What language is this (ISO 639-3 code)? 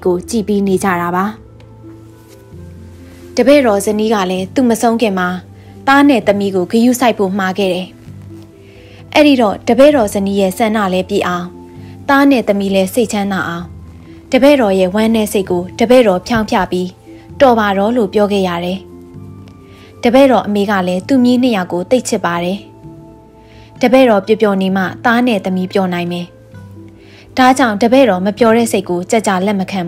mya